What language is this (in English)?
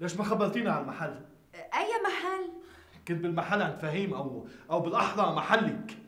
North Levantine Arabic